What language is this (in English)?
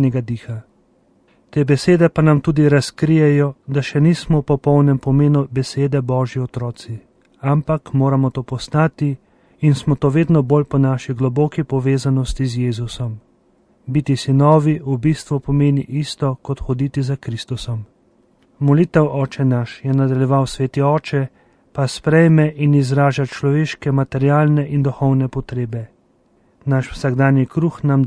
Slovenian